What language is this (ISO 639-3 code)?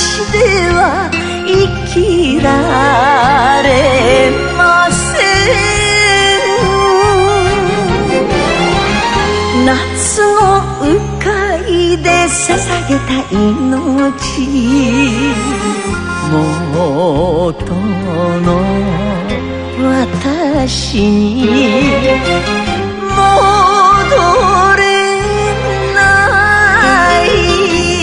jpn